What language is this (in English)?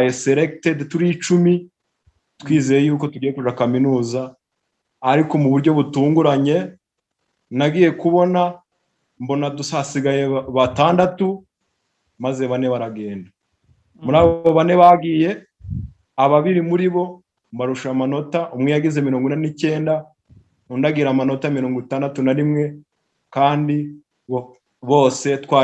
Kinyarwanda